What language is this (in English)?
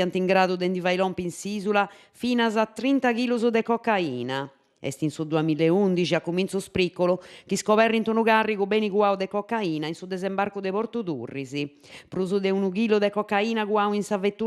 Sardinian